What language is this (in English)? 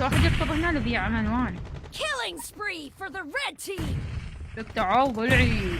Mesopotamian Arabic